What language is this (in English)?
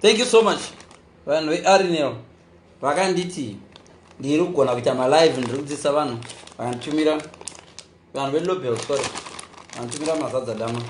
Shona